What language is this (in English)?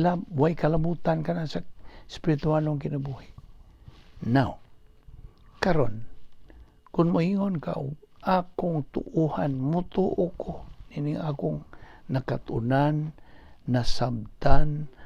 Cebuano